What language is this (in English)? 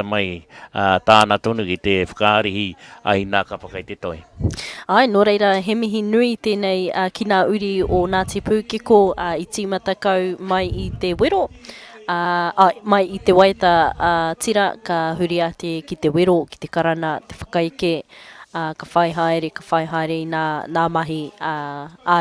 Māori